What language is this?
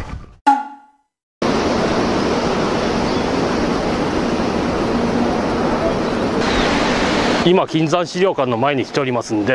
Japanese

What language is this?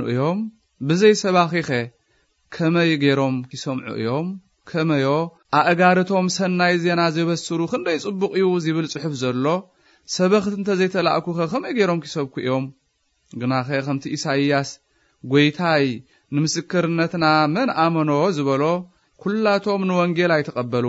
Tigrinya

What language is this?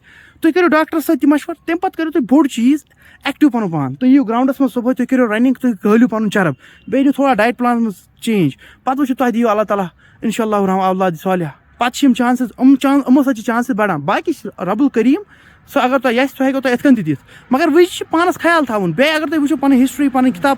Kashmiri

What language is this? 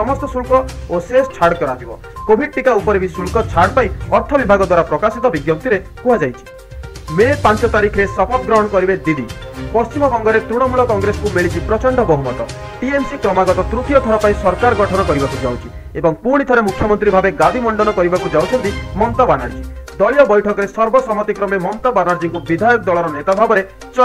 Odia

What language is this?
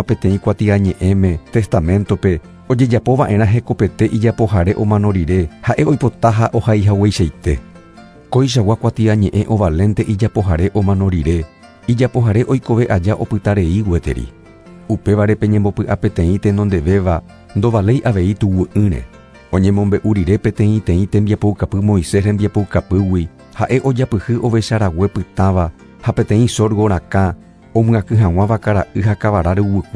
Guarani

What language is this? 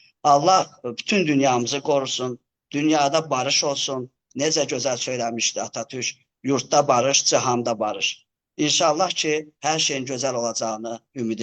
Azerbaijani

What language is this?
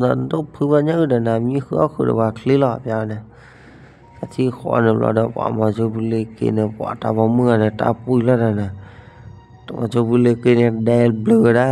S'gaw Karen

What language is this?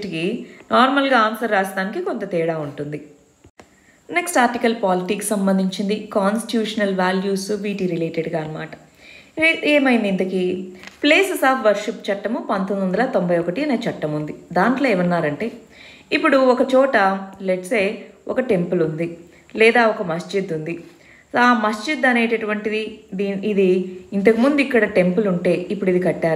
Telugu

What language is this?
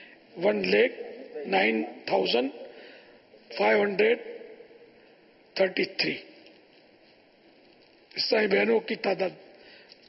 Urdu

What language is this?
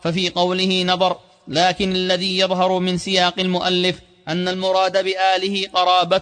Arabic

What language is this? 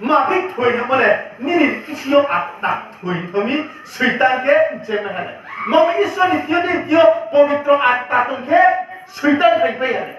Riang (India)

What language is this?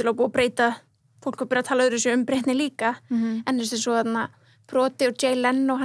Icelandic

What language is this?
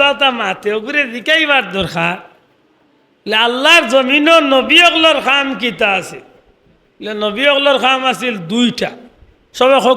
Sylheti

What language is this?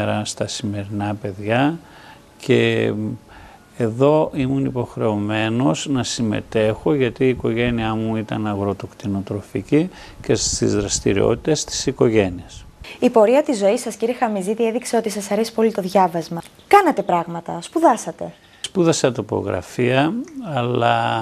Greek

